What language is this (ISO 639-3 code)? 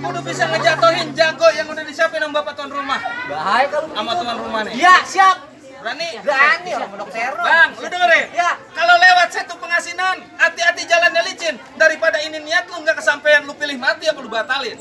bew